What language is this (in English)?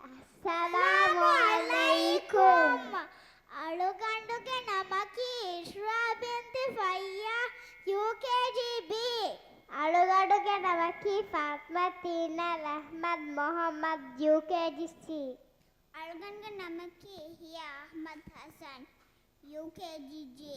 Divehi